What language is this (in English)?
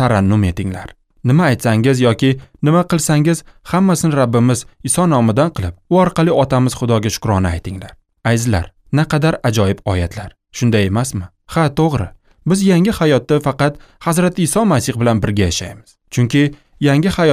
Uzbek